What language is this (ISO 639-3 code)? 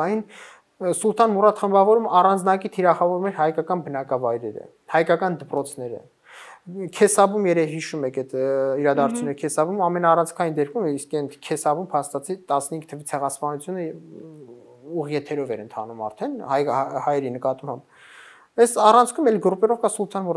hye